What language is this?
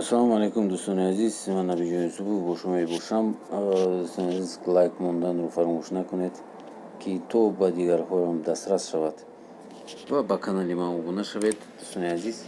Tajik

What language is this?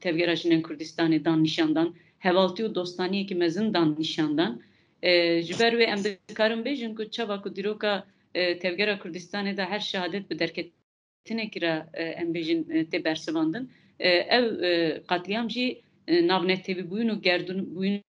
Kurdish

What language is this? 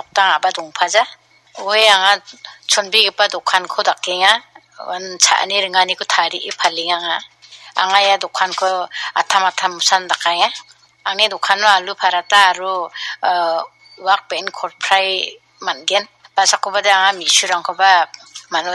Garo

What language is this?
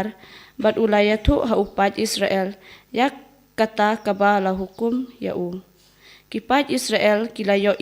Khasi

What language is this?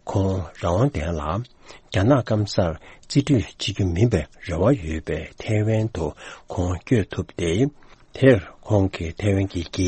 Tibetan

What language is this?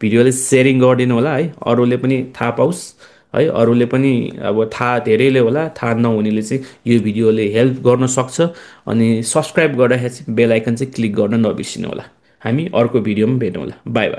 Nepali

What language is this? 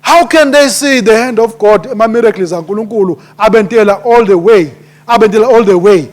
Swati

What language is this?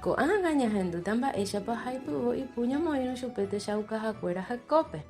Guarani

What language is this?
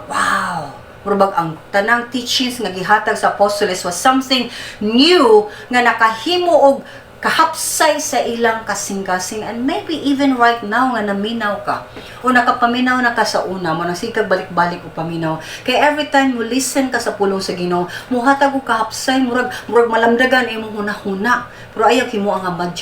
Cebuano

